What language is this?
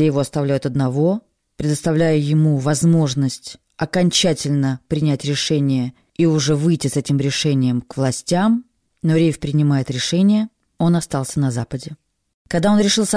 Russian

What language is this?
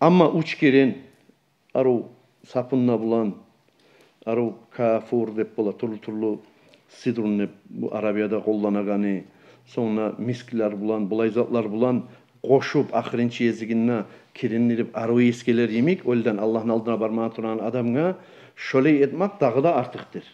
Kumyk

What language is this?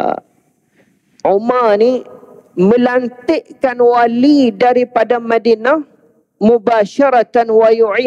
Malay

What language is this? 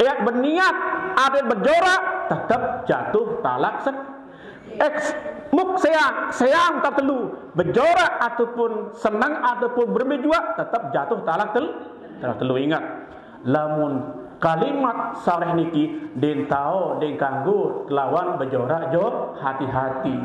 Sasak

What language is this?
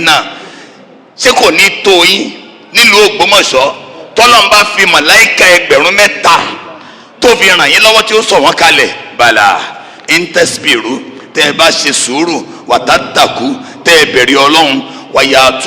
Yoruba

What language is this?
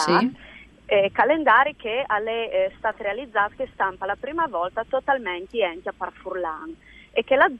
Friulian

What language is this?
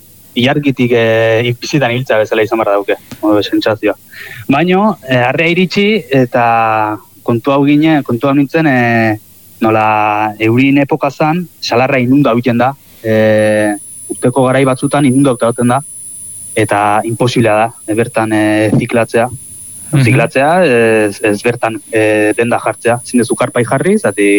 Basque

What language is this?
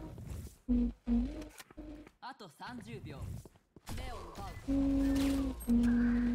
Japanese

